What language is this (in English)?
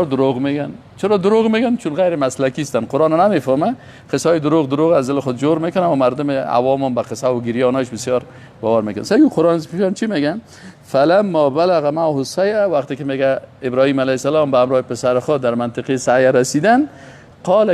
Persian